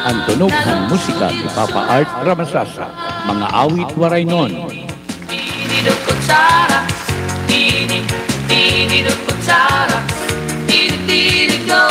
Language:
Waray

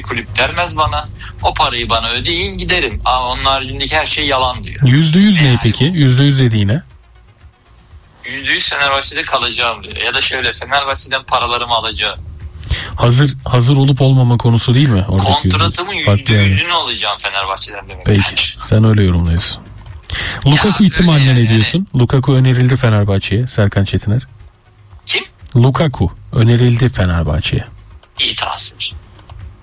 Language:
Turkish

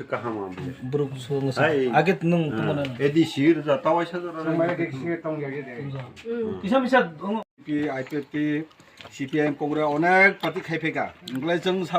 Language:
Kok Borok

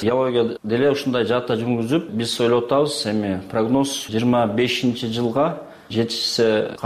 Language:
Kyrgyz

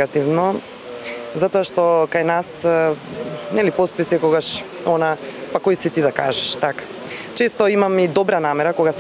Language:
Macedonian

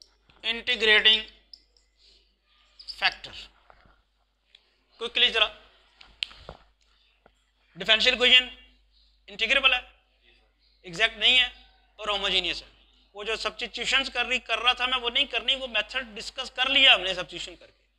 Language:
Hindi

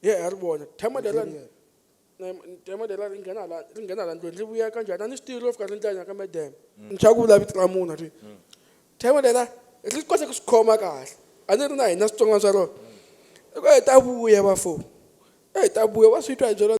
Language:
Tsonga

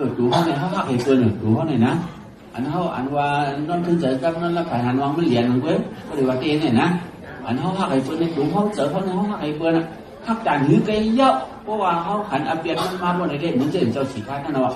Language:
Shan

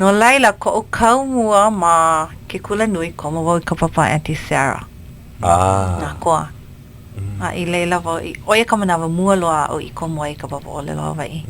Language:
Hawaiian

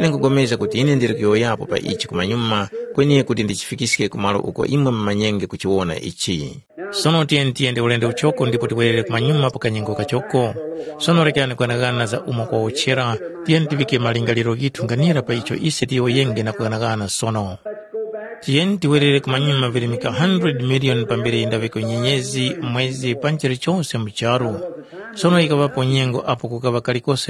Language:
Tumbuka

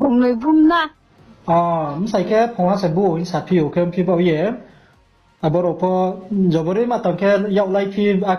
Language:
Riang (India)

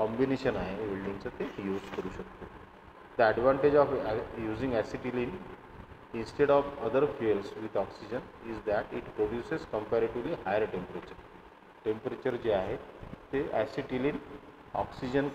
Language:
Marathi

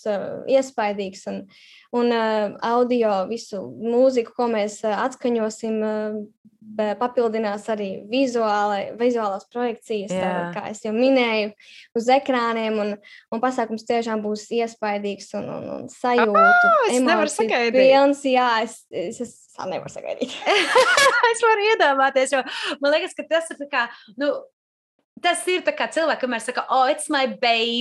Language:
Latvian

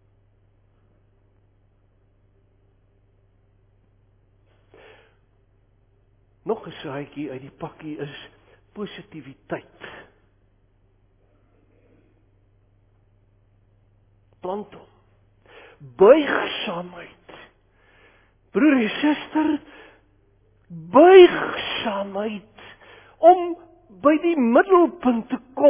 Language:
Afrikaans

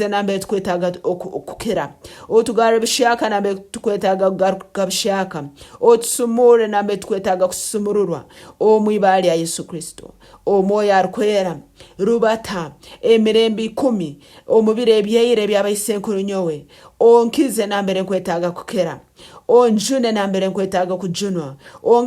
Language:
Nyankole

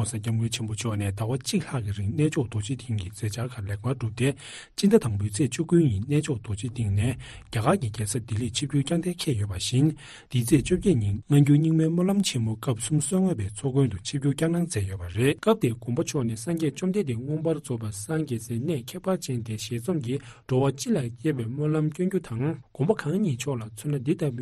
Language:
Tibetan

